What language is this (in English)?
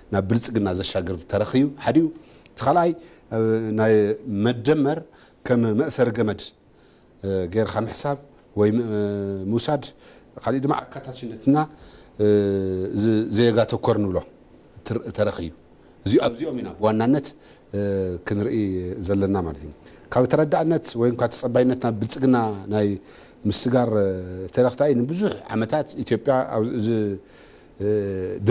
Tigrinya